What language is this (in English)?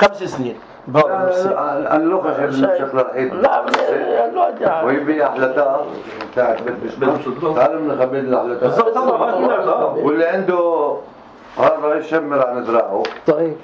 North Levantine Arabic